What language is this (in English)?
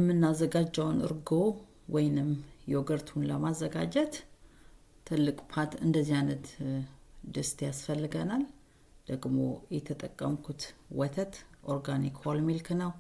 Amharic